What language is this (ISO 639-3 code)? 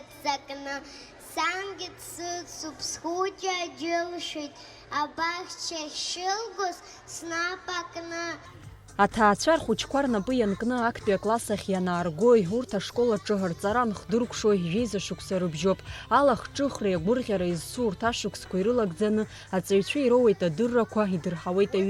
abk